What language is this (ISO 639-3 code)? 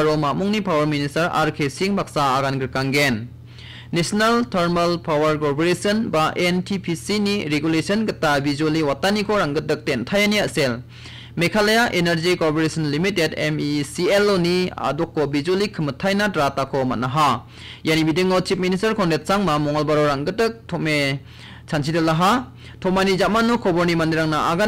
grt